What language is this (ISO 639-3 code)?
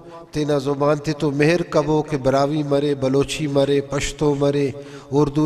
brh